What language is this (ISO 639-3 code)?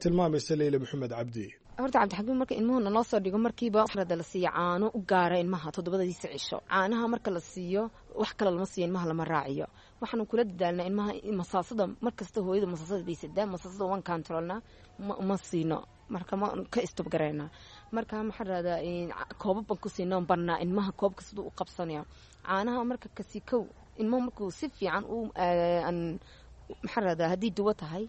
som